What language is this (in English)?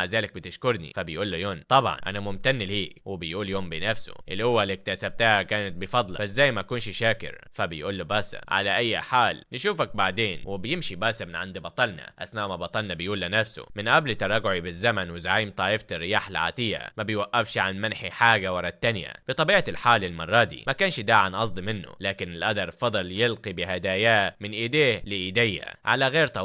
Egyptian Arabic